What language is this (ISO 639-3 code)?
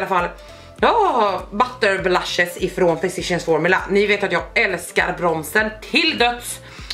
swe